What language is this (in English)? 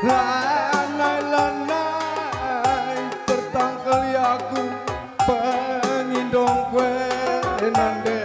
Batak Karo